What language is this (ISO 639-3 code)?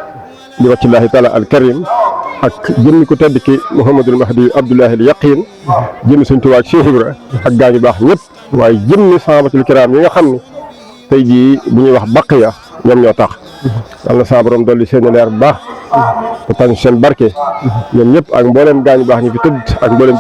wol